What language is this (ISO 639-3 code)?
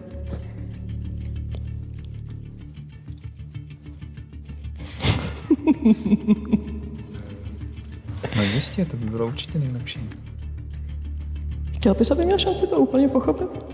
ces